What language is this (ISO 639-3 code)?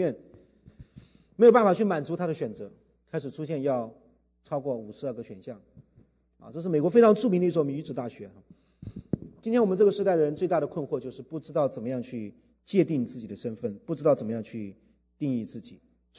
zho